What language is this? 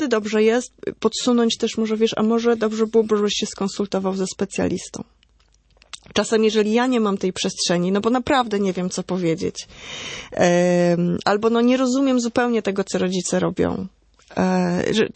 Polish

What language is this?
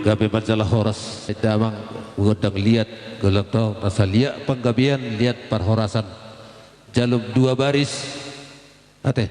Batak Toba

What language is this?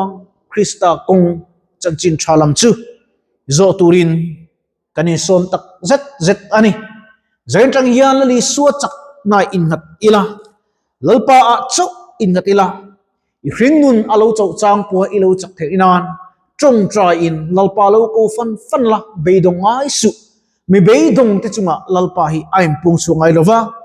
Mizo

